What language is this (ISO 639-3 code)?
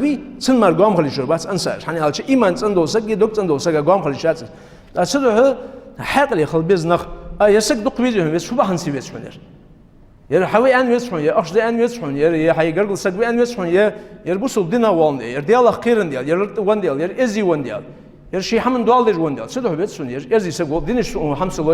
inh